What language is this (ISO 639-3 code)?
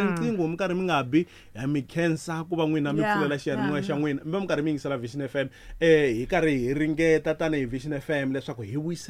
tso